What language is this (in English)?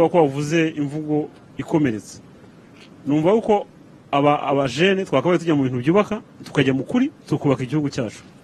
Kinyarwanda